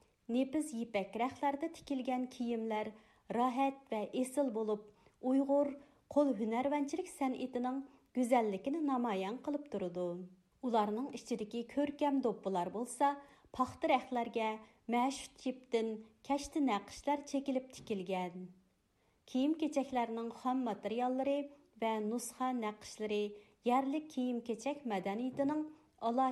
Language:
Uyghur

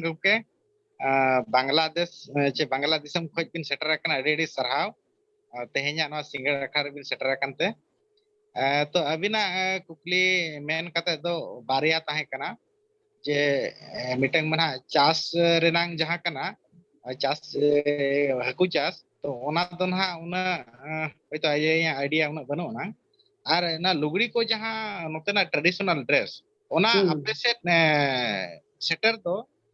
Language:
Santali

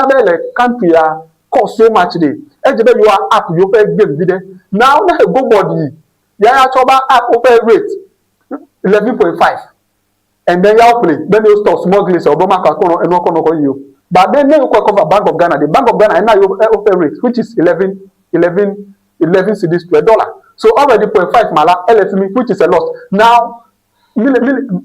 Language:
Ewe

